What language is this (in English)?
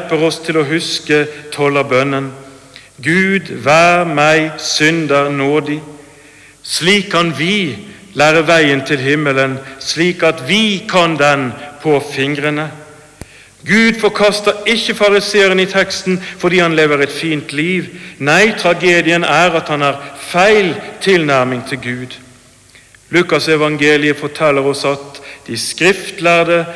Norwegian